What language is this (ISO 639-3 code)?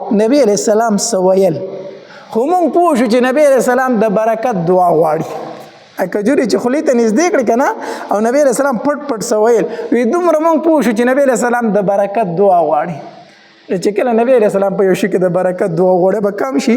pus